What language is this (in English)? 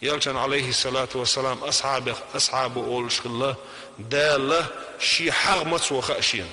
Chechen